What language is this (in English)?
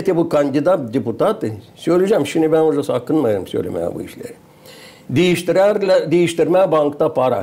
Gagauz